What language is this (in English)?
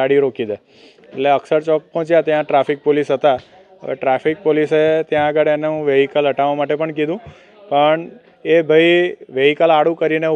Gujarati